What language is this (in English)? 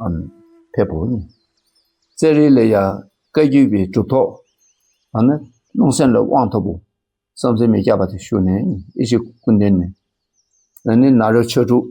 Dakpakha